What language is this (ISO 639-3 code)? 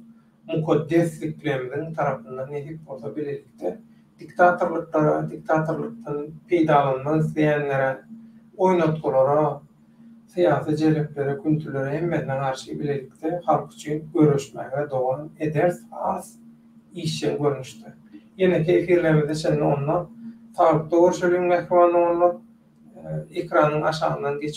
tuk